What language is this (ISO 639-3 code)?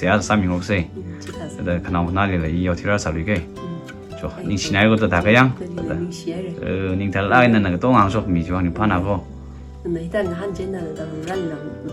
nmf